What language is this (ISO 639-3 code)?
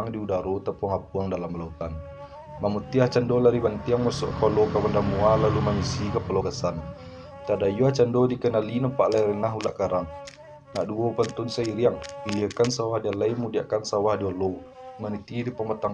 min